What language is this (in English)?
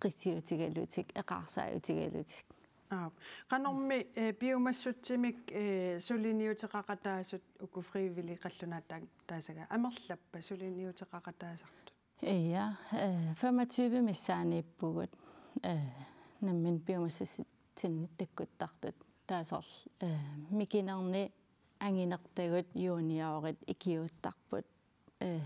Kalaallisut